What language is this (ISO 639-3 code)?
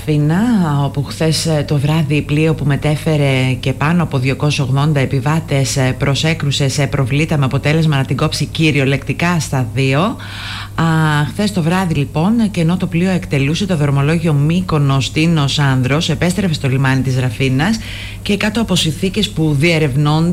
ell